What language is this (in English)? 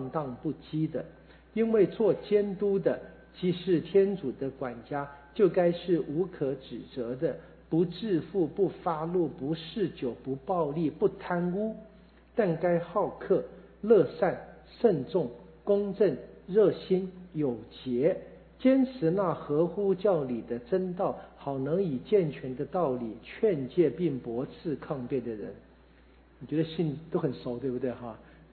Chinese